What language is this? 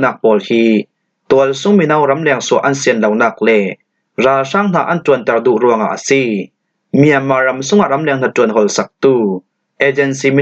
Falam Chin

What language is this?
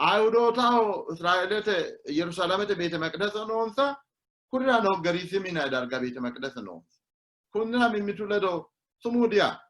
Sidamo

